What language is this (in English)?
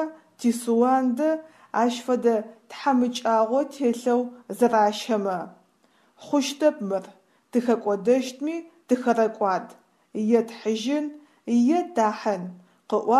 Adyghe